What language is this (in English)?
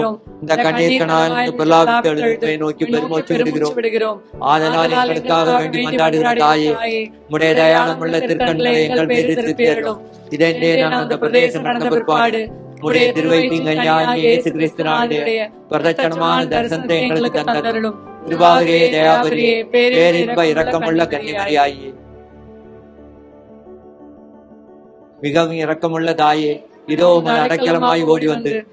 Tamil